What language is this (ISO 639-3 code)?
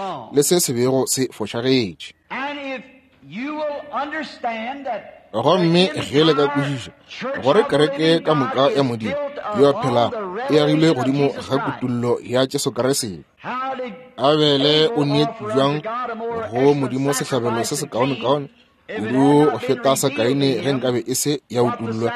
nso